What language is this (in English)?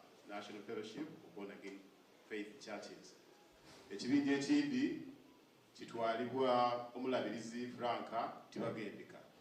Soga